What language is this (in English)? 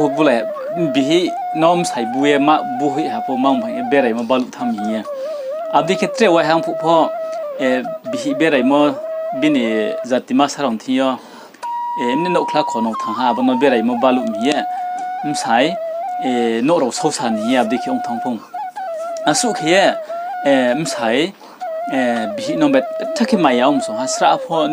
Riang (India)